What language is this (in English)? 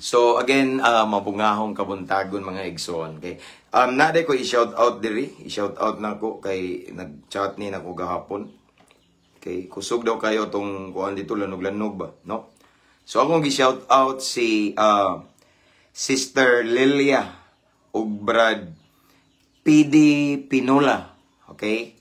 Cebuano